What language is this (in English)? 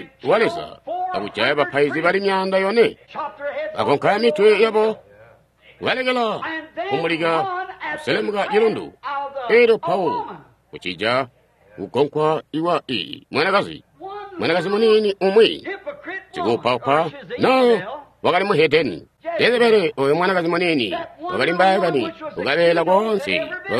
Tonga (Zambia)